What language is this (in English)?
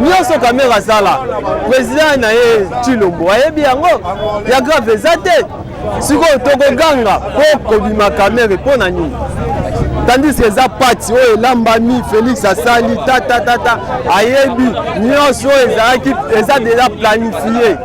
Lingala